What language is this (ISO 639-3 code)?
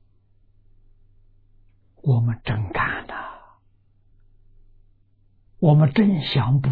zho